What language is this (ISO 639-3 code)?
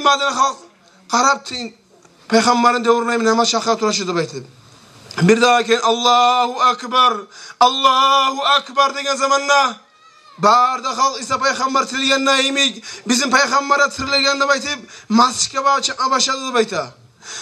kum